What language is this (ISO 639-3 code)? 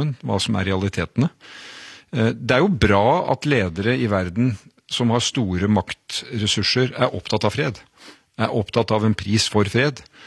nor